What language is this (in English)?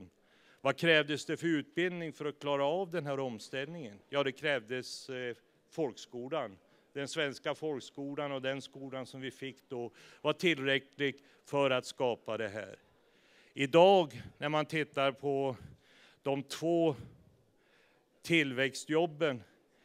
Swedish